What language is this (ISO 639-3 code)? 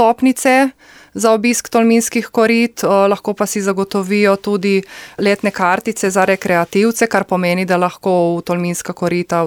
slv